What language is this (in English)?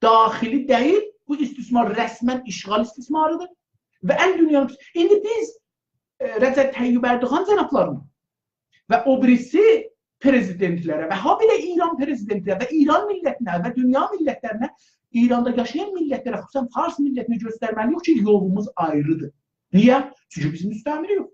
South Azerbaijani